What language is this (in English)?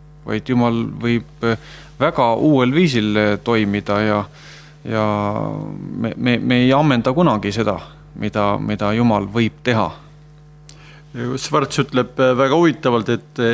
Estonian